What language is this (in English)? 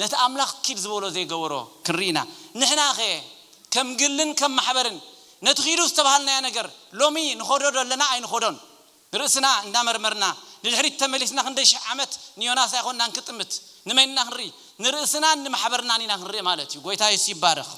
Tigrinya